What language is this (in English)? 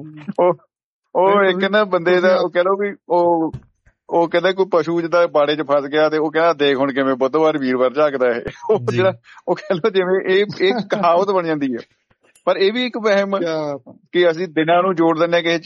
Punjabi